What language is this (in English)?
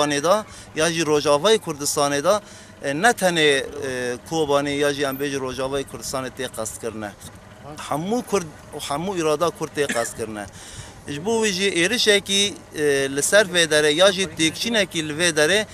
Kurdish